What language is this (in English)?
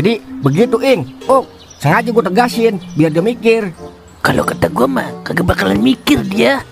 Betawi